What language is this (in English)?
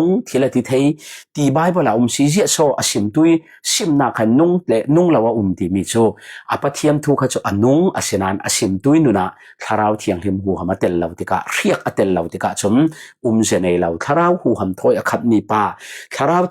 Falam Chin